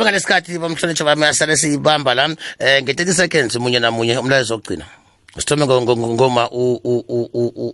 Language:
South Ndebele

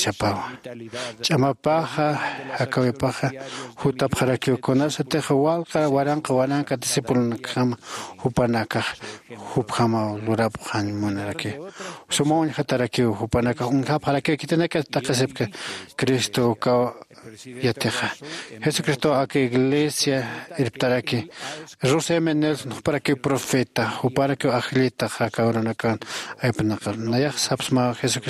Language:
Aymara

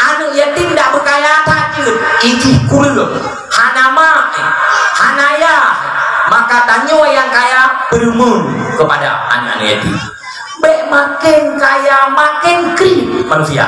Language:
Achinese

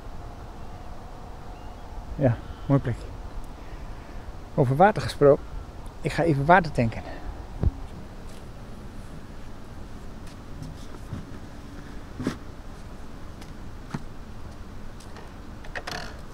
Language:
Dutch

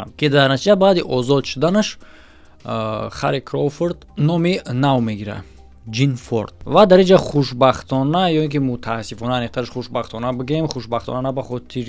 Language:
Tajik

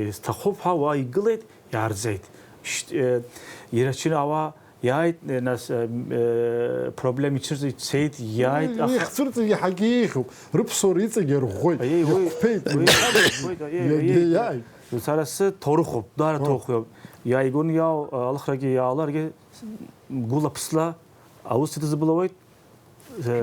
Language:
Abkhazian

